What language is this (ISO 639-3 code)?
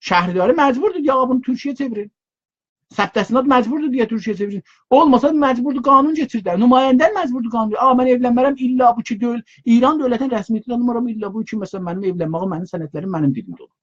azb